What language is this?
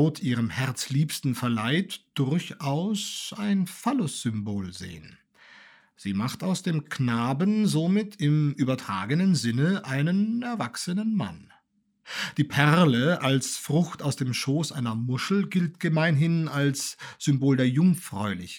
German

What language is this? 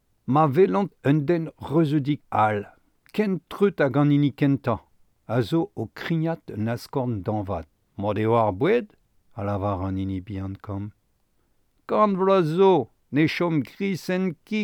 Breton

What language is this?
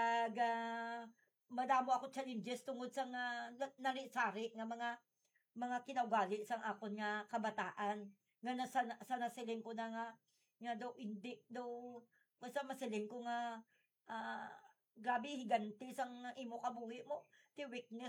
Hiligaynon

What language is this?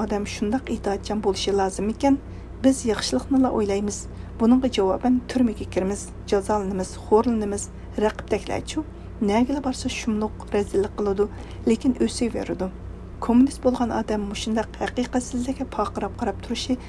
Uyghur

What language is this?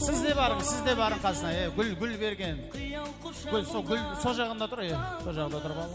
Kara-Kalpak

